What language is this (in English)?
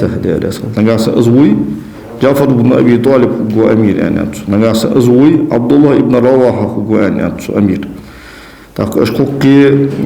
Ingush